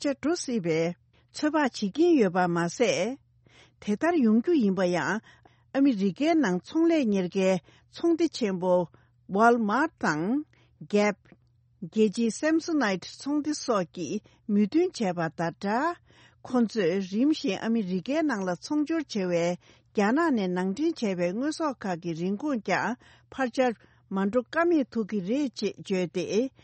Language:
Tibetan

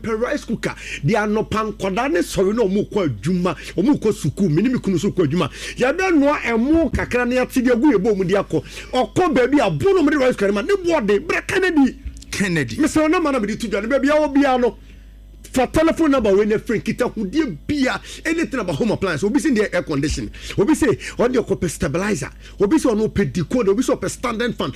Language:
Akan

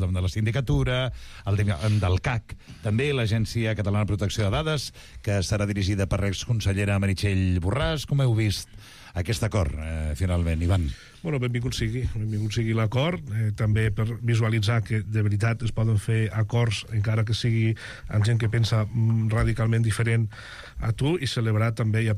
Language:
Catalan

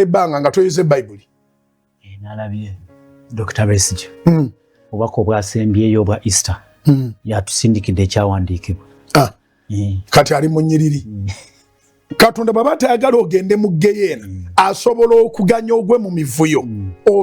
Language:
Ganda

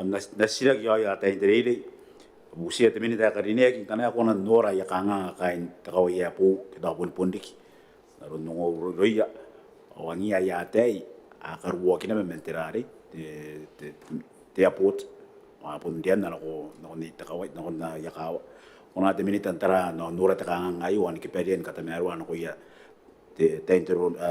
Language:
Gilbertese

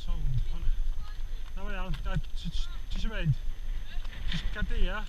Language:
Welsh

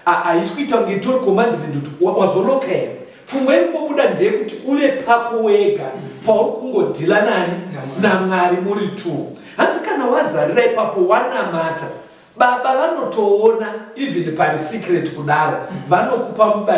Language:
Shona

